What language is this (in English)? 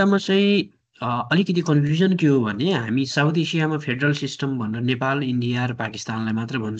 Nepali